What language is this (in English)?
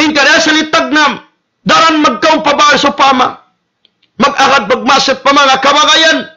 Tausug